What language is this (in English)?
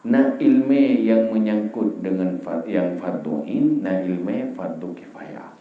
Achinese